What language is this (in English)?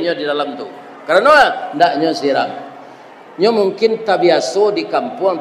Minangkabau